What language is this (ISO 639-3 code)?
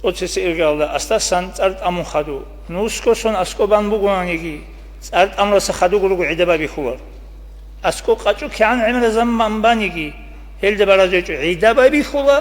ava